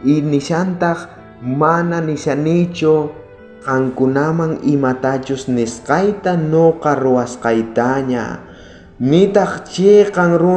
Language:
South Bolivian Quechua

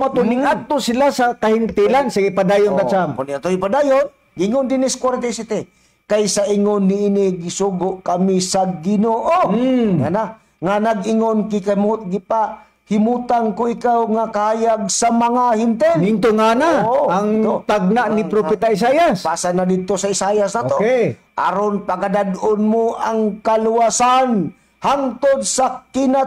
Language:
Cebuano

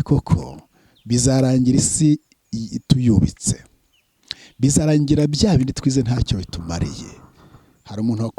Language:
Kinyarwanda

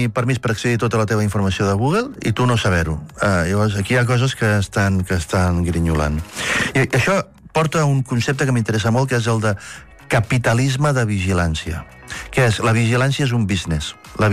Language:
Catalan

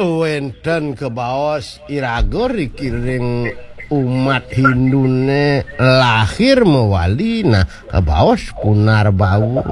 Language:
Balinese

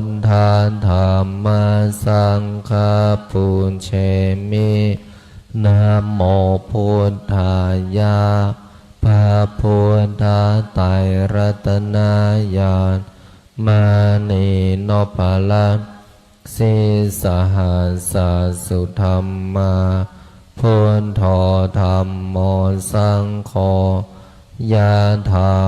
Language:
Pali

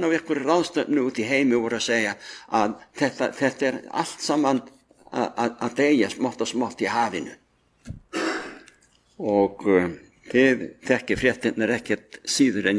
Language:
Icelandic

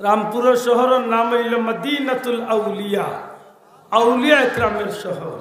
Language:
Sylheti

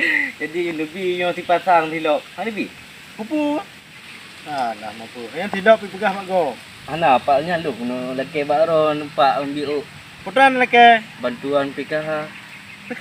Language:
Achinese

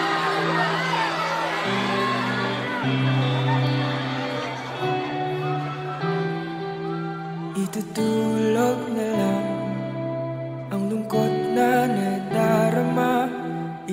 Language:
Filipino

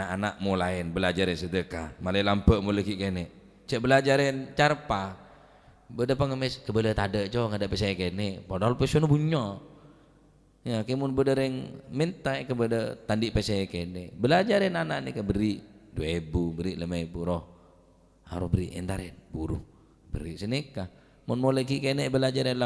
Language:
Madurese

